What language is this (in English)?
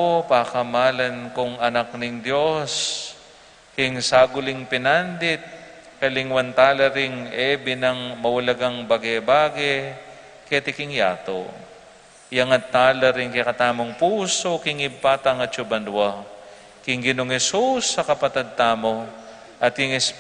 Pampanga